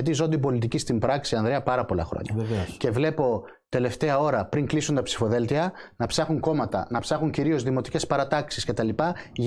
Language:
Greek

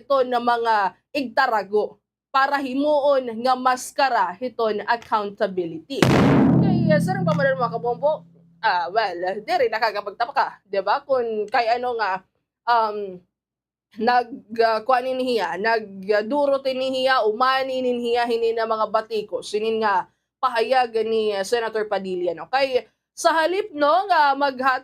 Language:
Waray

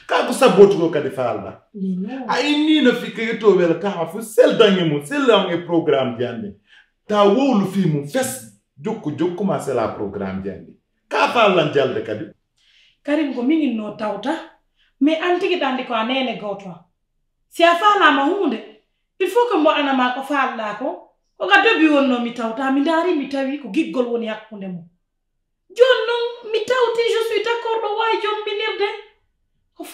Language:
Pular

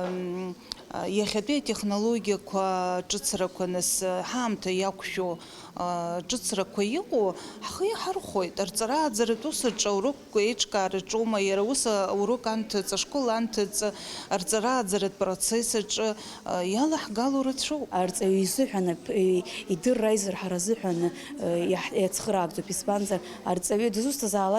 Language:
Abkhazian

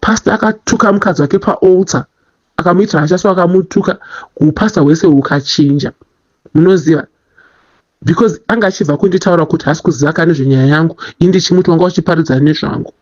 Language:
Shona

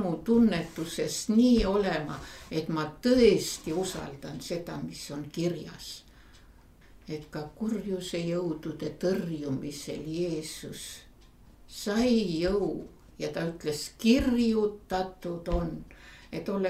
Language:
Estonian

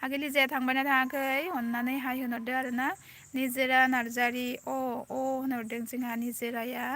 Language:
Bodo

